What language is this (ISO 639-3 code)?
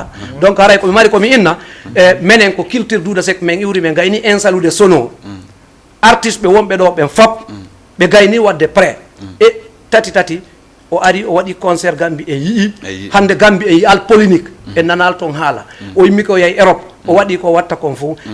ful